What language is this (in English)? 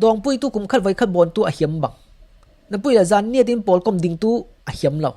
Falam Chin